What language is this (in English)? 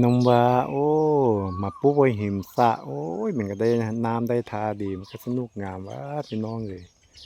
Lao